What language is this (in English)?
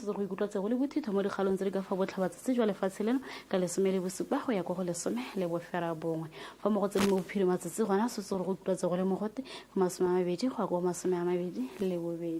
Tswana